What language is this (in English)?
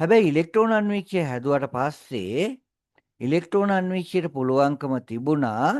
Sinhala